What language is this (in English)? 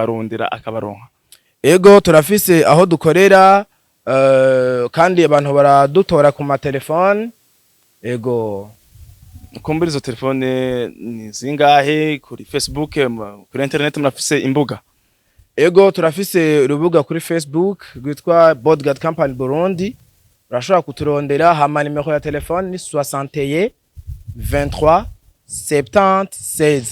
Rundi